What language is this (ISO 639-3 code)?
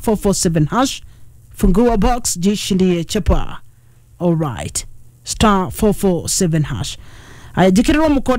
kik